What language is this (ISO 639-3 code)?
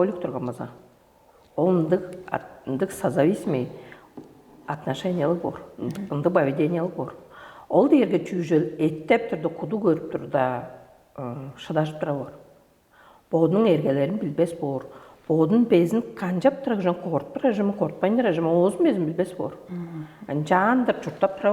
tyv